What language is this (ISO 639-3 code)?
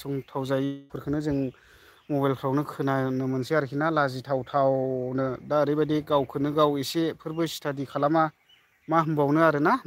brx